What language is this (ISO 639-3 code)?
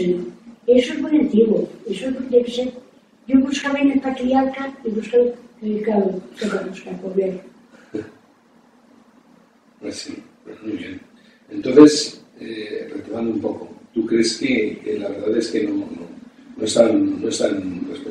spa